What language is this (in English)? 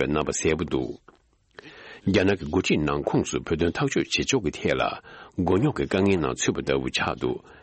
Tibetan